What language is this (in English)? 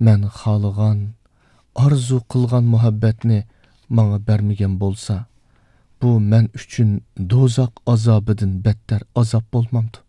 Uyghur